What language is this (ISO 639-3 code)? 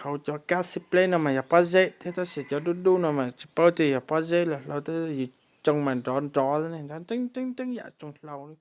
hmn